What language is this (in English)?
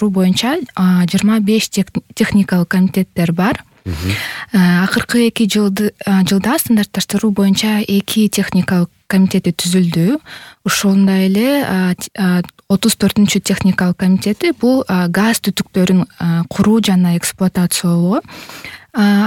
Kyrgyz